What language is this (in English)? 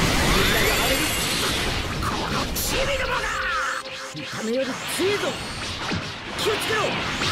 Japanese